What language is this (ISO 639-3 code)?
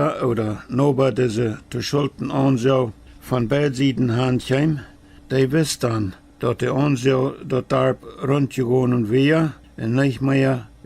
pdt